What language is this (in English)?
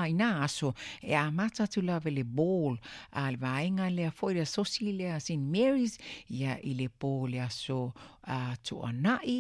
Samoan